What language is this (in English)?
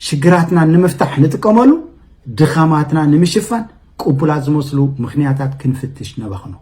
Tigrinya